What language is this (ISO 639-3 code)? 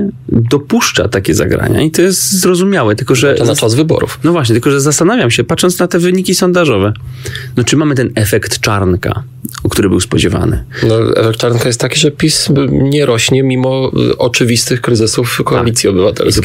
pol